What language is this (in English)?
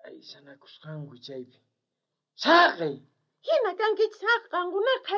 South Bolivian Quechua